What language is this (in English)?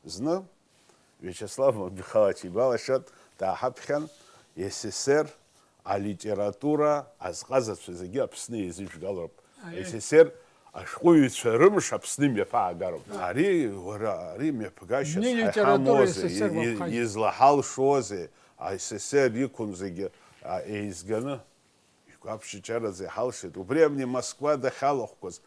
Abkhazian